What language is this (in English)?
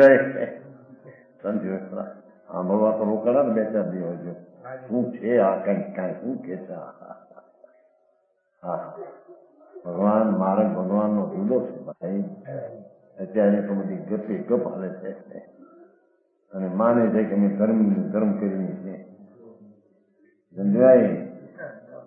Gujarati